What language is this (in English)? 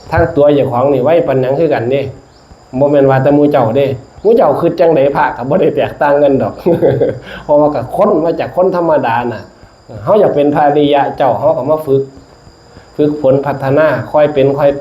Northeastern Thai